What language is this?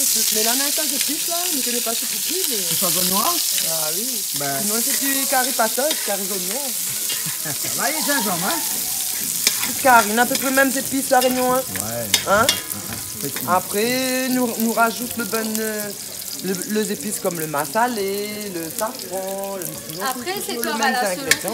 Réunion Creole French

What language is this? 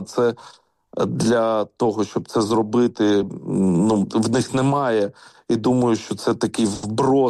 Ukrainian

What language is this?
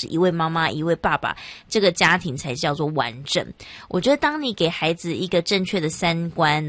Chinese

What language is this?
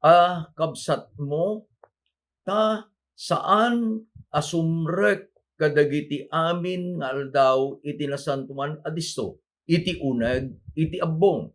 Iloko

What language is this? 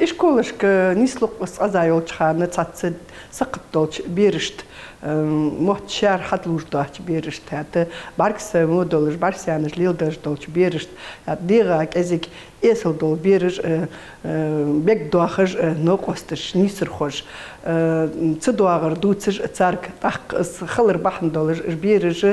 Ingush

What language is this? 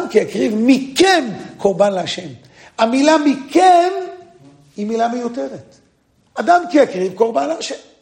Hebrew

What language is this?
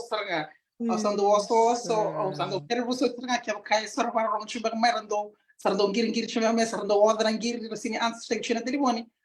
Fijian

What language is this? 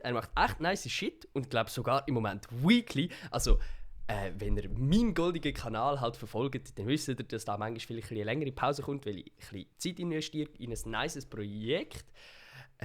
Swiss German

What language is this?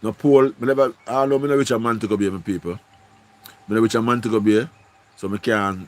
Jamaican Creole English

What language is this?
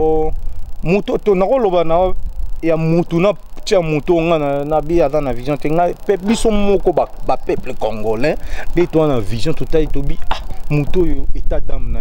Lingala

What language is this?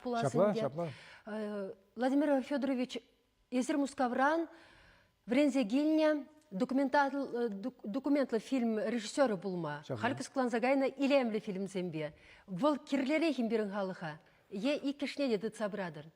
Chuvash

